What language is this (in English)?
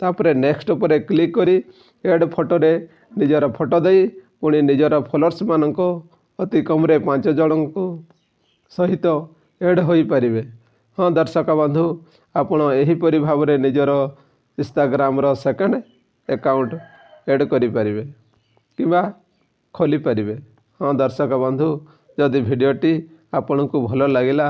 Odia